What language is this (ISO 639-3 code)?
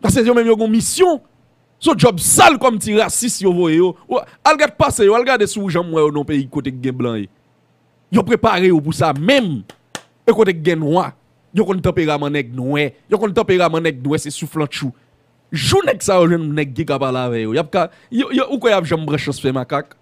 hat